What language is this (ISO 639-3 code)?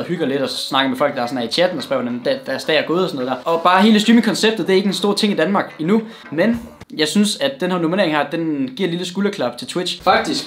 dan